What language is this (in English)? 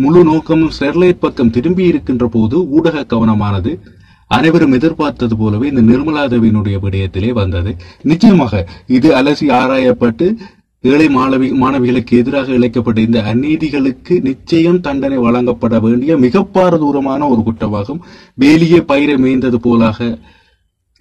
Tamil